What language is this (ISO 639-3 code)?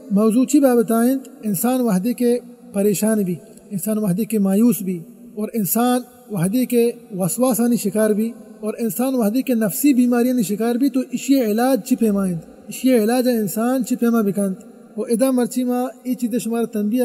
bal